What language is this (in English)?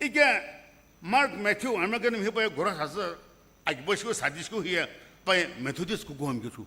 Sumi Naga